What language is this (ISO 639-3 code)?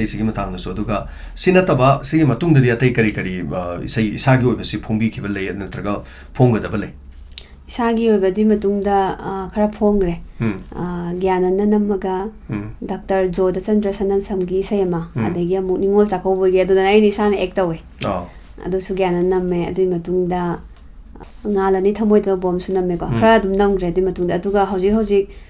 mni